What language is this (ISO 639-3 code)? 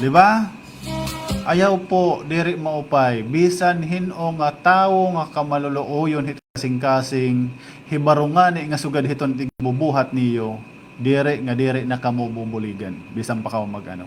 war